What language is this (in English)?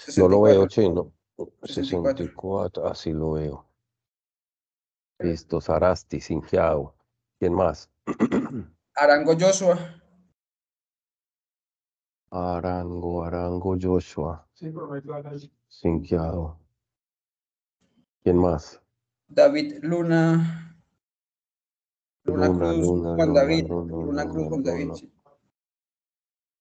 Spanish